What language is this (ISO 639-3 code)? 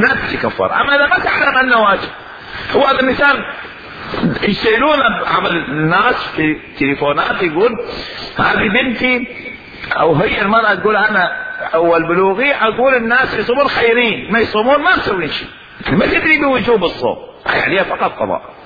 acm